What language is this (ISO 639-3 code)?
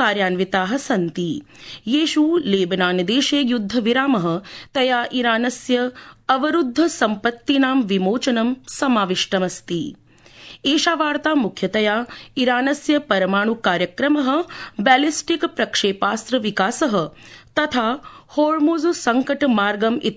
san